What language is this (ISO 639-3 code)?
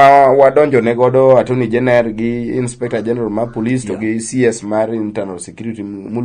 luo